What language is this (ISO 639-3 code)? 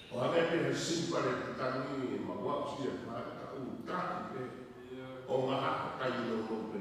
ton